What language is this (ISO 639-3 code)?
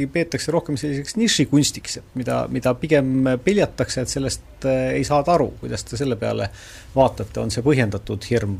est